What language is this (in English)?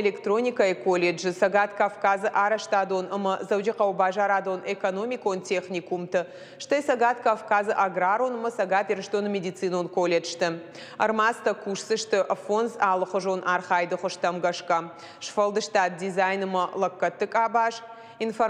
Ossetic